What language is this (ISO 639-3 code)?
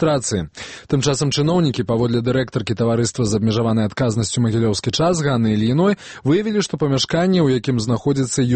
bel